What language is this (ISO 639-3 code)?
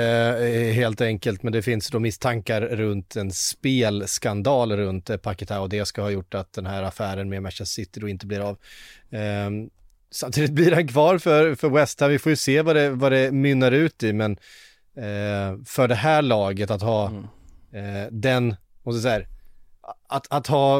swe